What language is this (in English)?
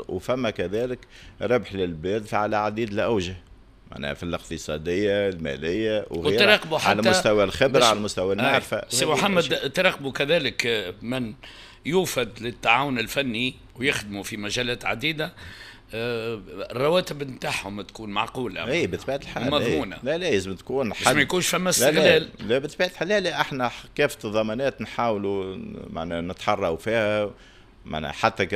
Tunisian Arabic